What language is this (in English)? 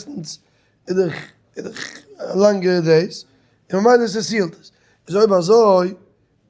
Yiddish